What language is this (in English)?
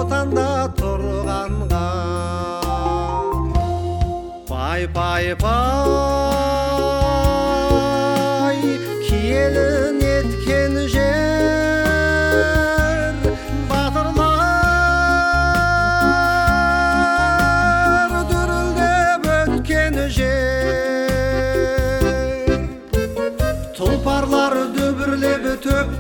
Kazakh